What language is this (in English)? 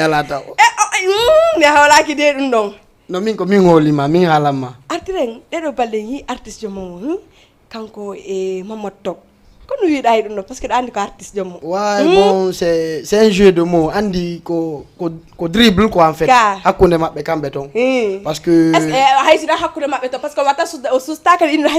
Fula